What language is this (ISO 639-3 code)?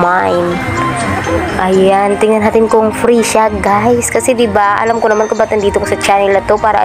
fil